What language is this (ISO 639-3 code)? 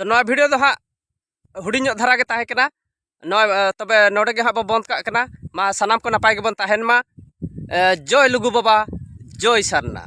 sat